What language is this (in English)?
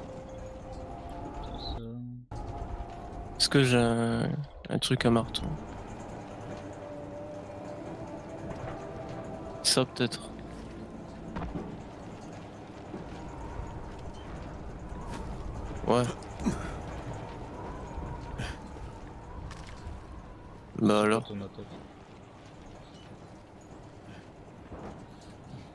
French